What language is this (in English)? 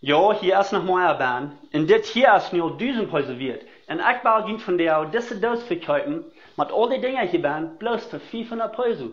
Plautdietsch